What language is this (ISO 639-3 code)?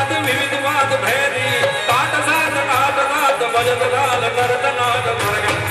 guj